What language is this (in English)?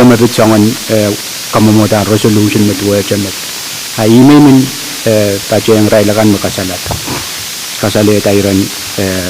Pohnpeian